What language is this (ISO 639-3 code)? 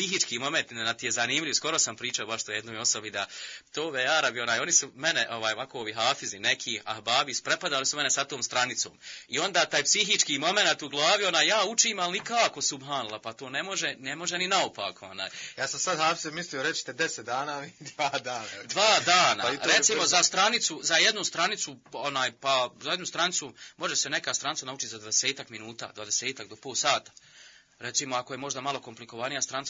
bos